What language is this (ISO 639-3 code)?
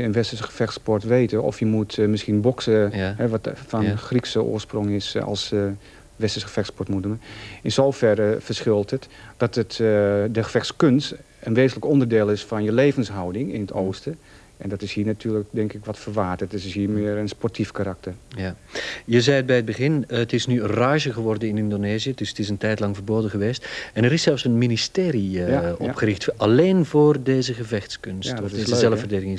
nld